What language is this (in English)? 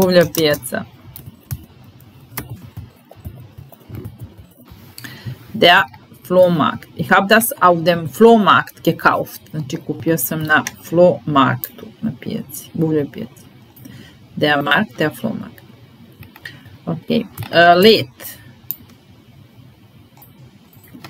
Serbian